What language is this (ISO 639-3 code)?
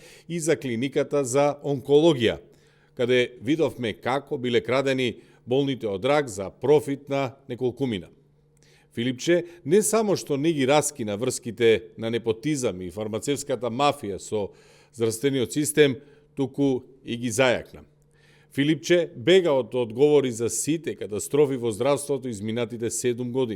mkd